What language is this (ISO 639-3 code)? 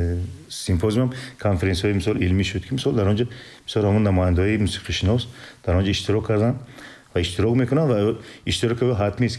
tgk